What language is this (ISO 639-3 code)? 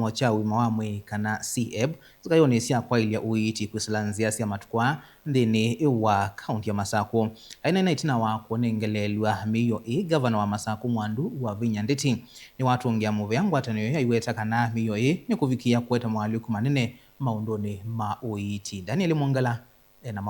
kam